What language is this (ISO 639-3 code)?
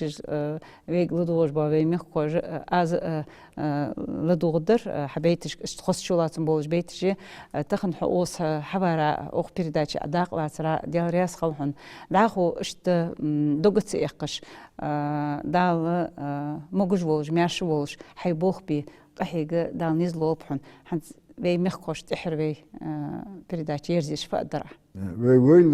inh